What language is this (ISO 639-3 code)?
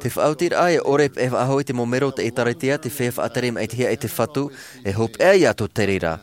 tah